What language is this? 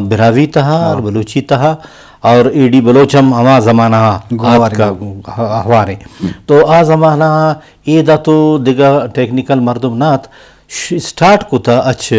Eastern Balochi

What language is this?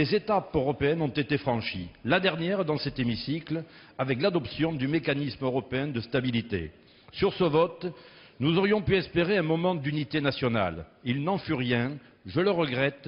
French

